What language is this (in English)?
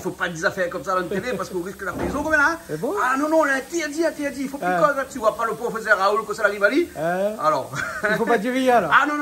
Réunion Creole French